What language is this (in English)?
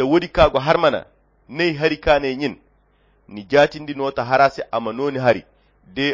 Koyra Chiini